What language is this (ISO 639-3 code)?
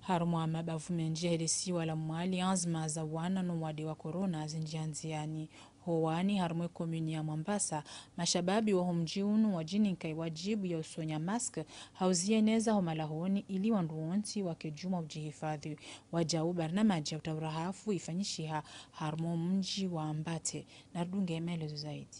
zdj